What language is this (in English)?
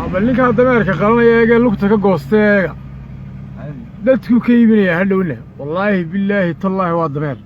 Somali